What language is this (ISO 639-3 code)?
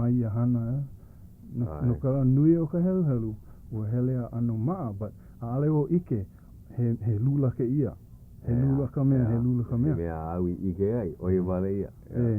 haw